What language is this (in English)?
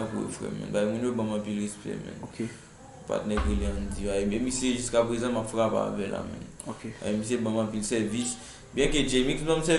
Haitian Creole